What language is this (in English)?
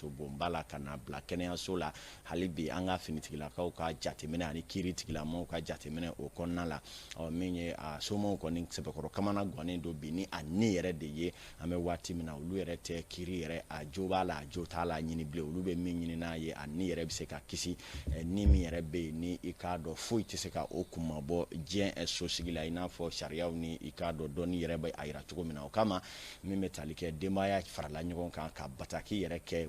Bambara